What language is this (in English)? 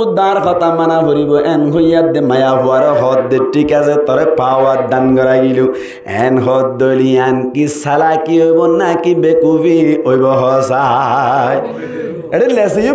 Rohingya